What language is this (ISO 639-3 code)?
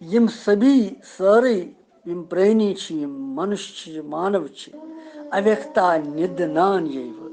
kas